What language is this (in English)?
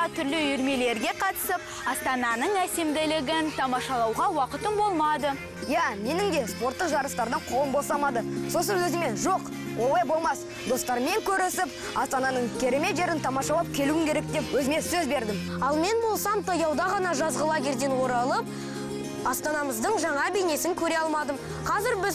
Kazakh